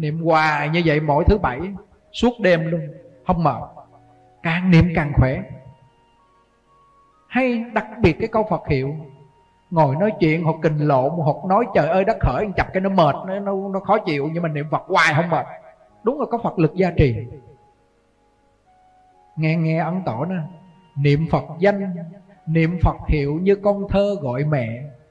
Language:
Vietnamese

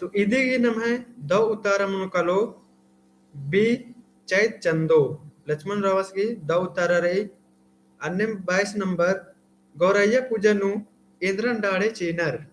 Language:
Kurukh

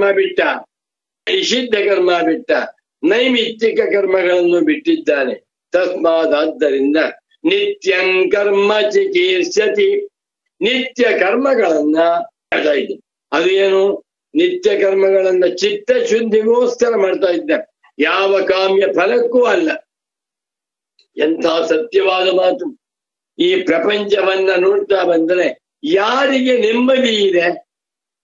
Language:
Kannada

